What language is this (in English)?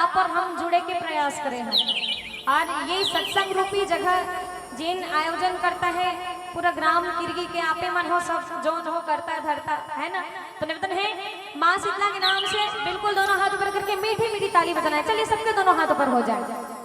Chhattisgarhi